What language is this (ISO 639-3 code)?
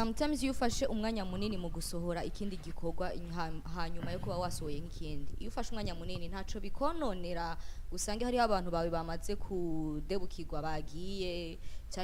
run